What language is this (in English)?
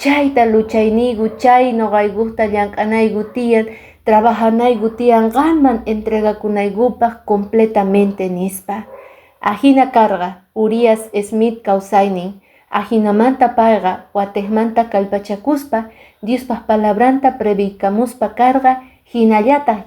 Quechua